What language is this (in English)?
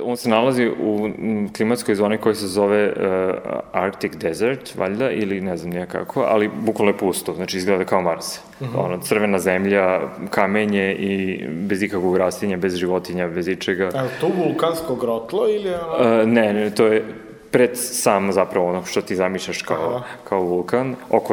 Serbian